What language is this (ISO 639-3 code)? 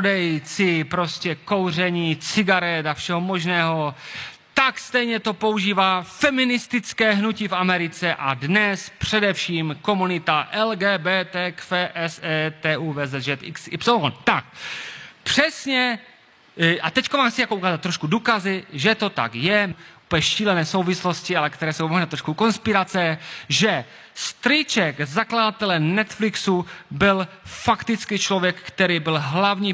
ces